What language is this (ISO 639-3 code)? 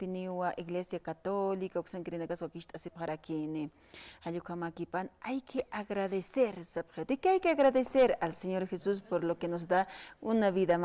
aym